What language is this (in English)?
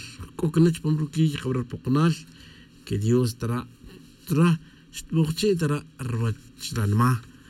Tz'utujil